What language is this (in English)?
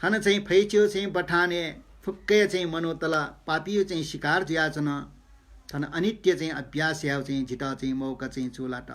Newari